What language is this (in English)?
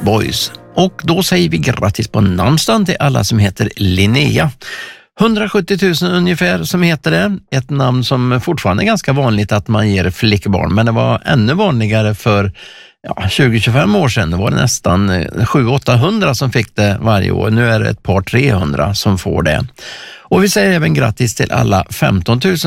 Swedish